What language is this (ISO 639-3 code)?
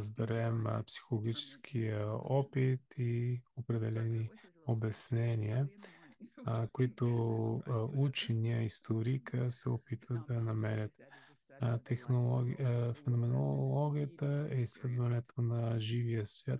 bul